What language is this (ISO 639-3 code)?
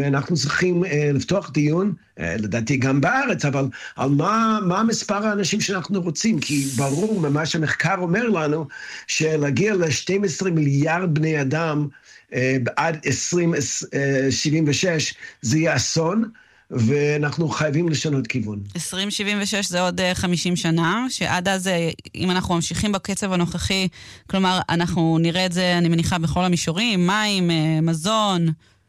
heb